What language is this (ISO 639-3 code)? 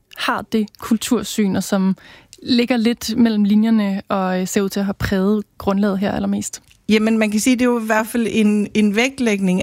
dan